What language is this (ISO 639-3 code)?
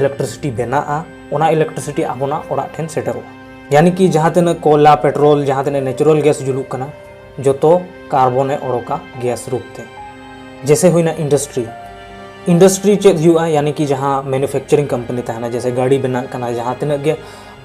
sat